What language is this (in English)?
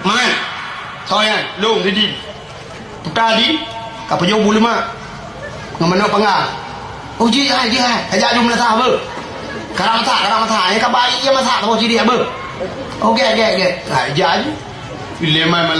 Achinese